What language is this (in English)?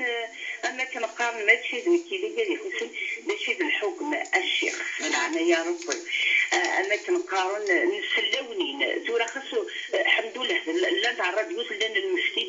Kabyle